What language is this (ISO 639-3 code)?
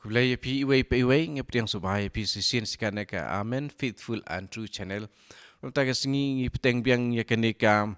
kha